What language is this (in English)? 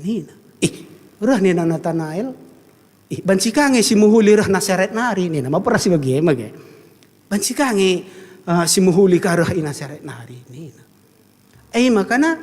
Batak Karo